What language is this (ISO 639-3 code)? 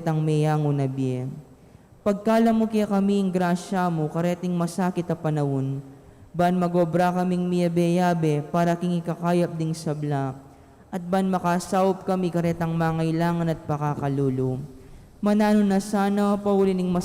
pam